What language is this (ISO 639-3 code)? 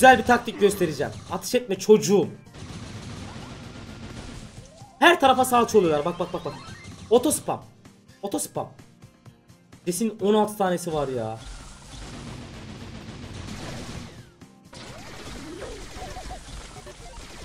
tur